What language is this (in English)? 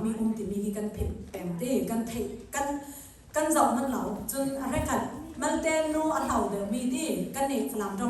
Hakha Chin